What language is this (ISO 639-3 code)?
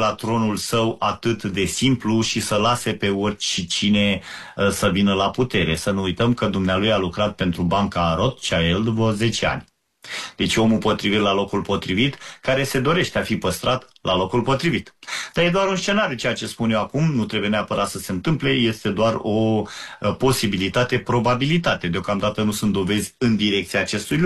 ron